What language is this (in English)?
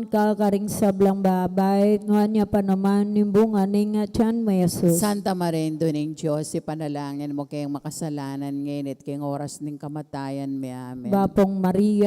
Pampanga